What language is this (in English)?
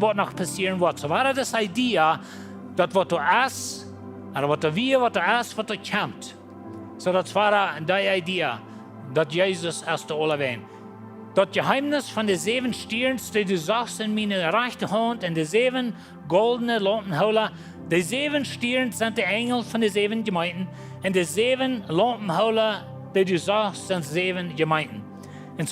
Plautdietsch